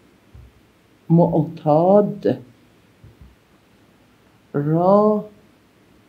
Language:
Persian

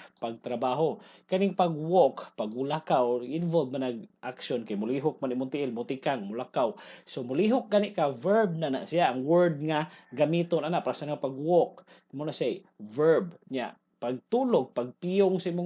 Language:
Cebuano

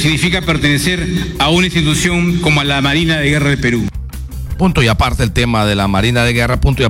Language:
Spanish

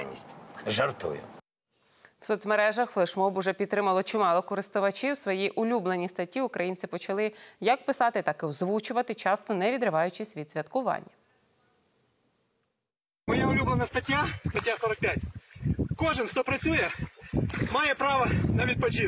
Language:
Ukrainian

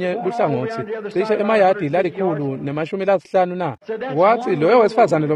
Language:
Swati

